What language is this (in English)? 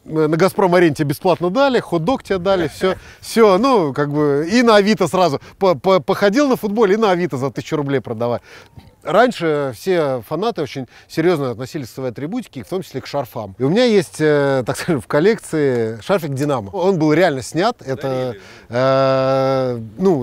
Russian